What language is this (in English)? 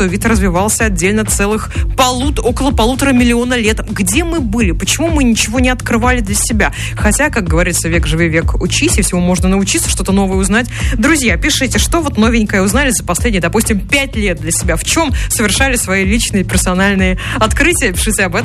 Russian